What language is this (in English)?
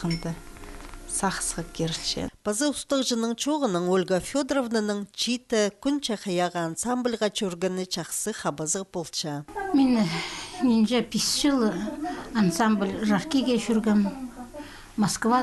Khakas